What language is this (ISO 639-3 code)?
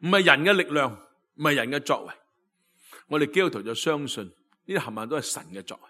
yue